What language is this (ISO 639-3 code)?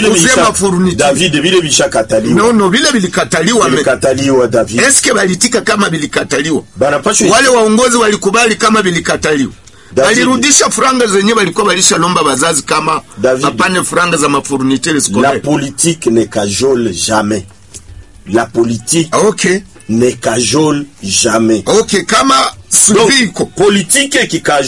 swa